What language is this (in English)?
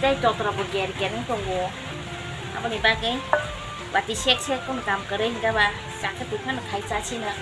Kok Borok